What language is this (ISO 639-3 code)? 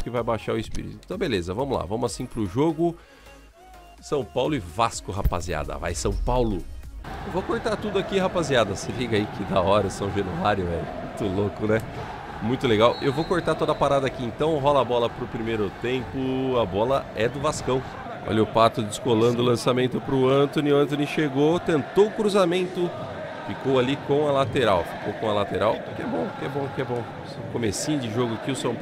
por